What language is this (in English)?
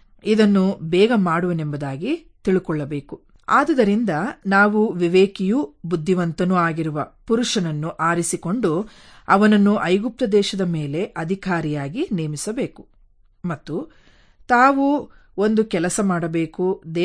Kannada